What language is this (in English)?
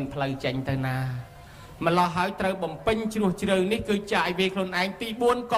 Khmer